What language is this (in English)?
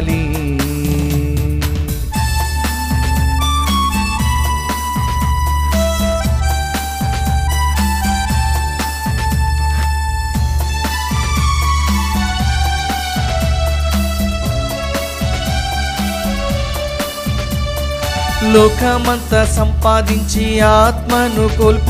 Telugu